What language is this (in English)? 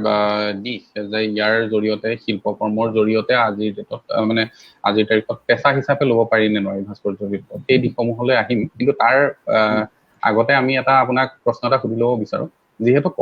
Assamese